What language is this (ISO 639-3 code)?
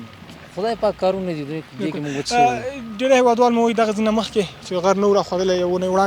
pus